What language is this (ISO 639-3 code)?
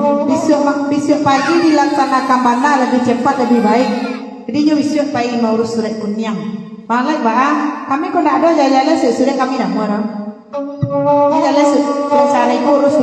min